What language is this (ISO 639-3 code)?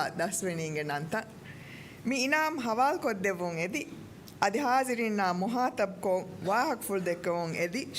div